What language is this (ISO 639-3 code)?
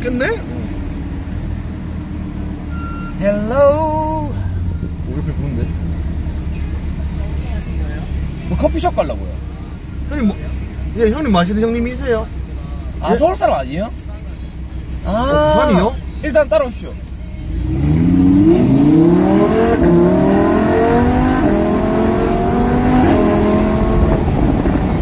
kor